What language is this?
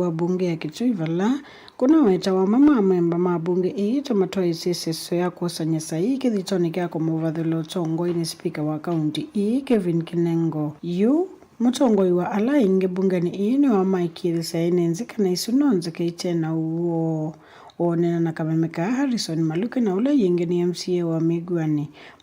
Kamba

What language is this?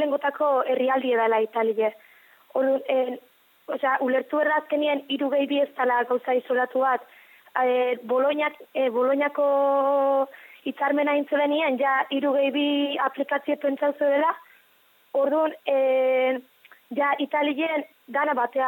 Basque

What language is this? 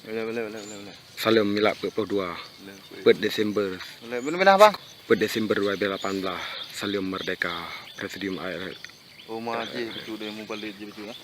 Achinese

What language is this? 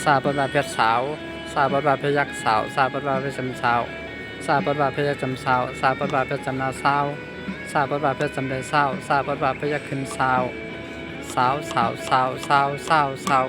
Shan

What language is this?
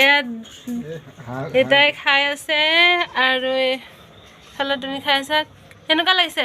Assamese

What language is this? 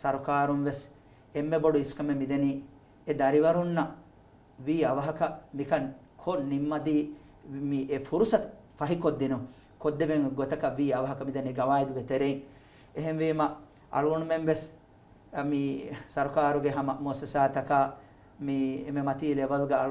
Divehi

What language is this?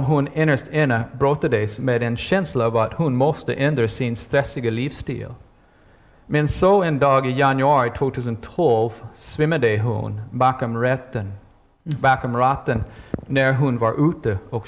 Swedish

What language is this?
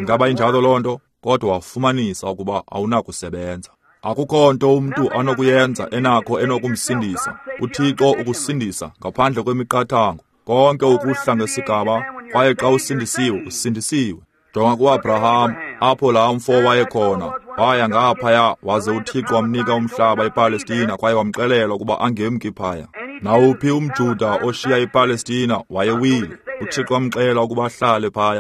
Xhosa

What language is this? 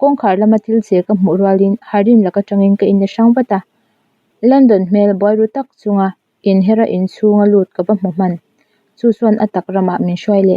Mizo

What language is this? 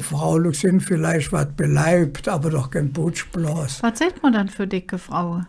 Colognian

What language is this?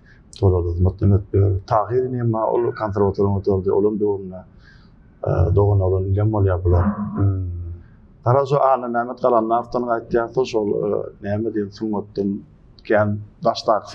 Turkmen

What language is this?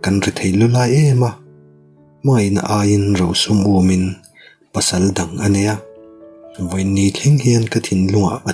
Mizo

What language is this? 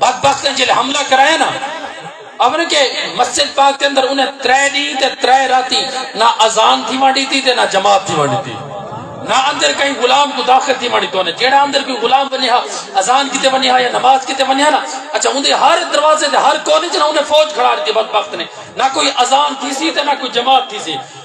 Saraiki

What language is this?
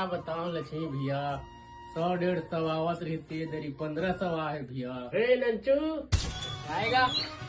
Chhattisgarhi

